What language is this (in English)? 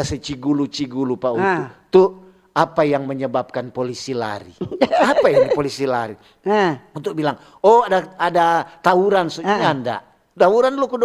Manado Malay